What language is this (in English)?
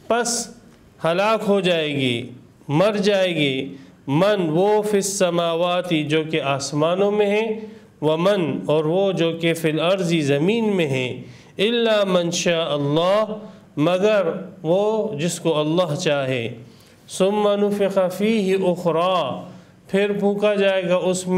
Urdu